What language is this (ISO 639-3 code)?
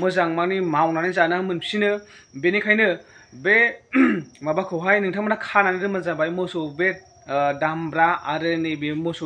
brx